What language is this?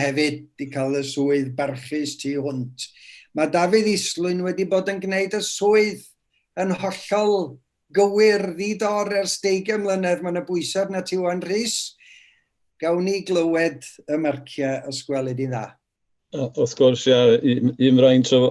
Welsh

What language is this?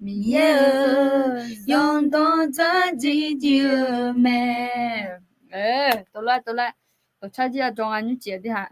Akha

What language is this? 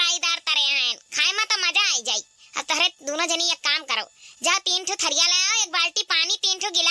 Awadhi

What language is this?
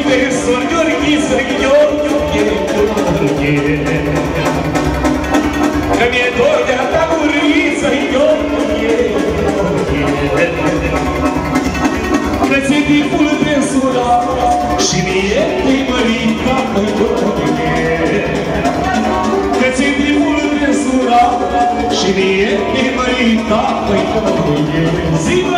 Romanian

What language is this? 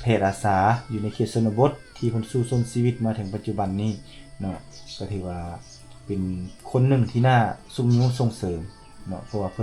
Lao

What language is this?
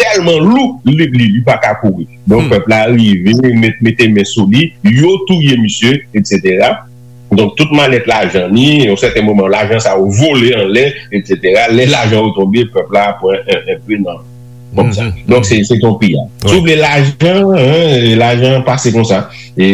Haitian Creole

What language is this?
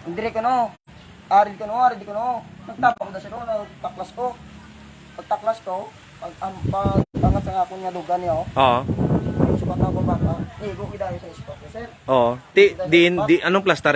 Hiligaynon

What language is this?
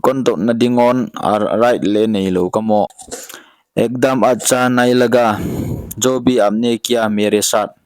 Paite Chin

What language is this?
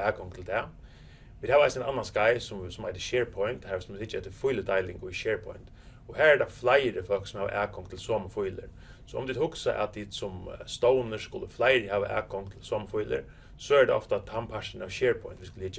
Faroese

